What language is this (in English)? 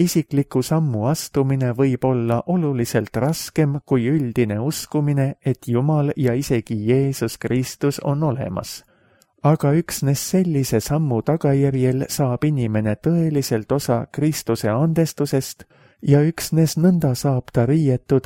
Estonian